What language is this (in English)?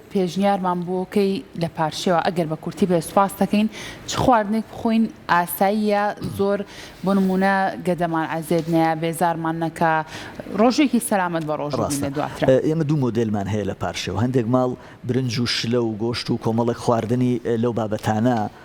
Central Kurdish